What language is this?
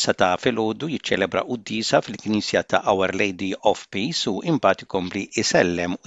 Maltese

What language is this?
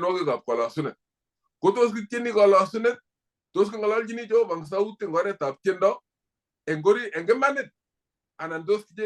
Kalenjin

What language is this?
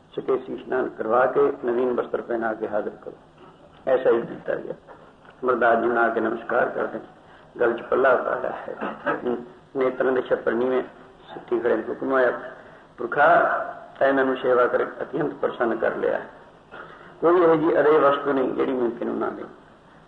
Punjabi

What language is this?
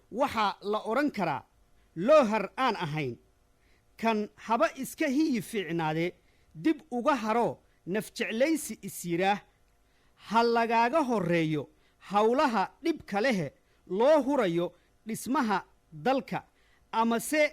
Somali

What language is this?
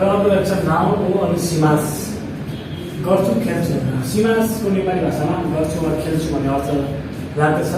Nepali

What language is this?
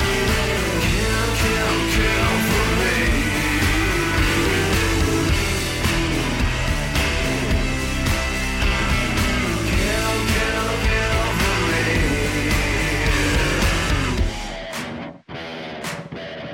Danish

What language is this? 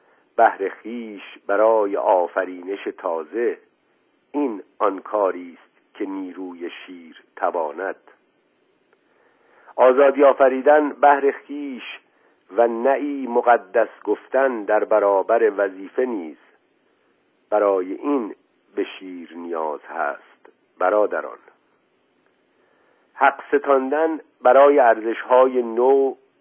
Persian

